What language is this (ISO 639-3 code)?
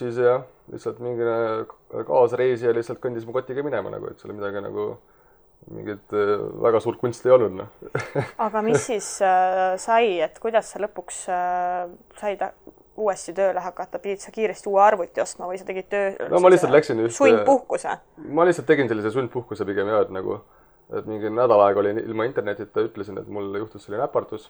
est